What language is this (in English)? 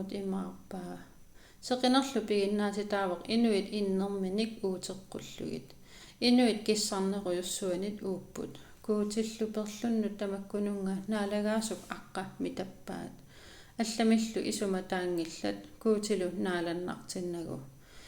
Kalaallisut